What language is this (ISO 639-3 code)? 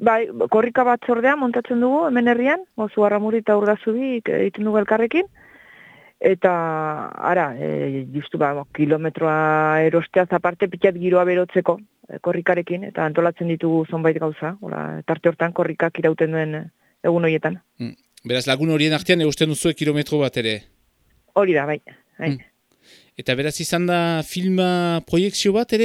eus